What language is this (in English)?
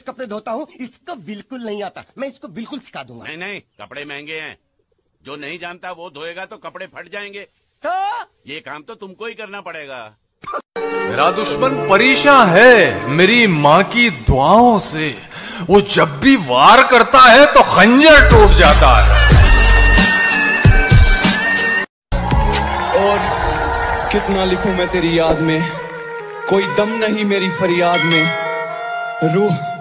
Hindi